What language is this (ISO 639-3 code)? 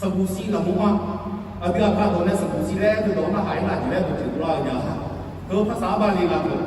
ahk